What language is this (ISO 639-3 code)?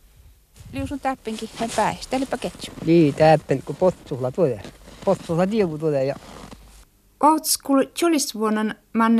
fin